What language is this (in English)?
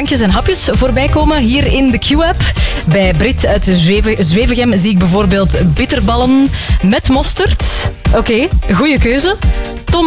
Dutch